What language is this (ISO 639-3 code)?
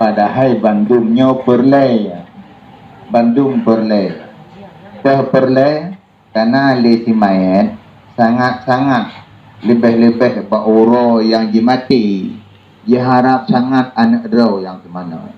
ace